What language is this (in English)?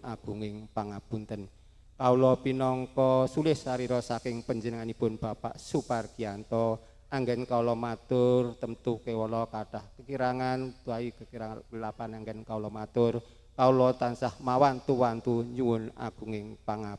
Javanese